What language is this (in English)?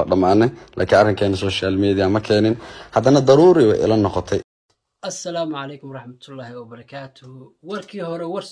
Somali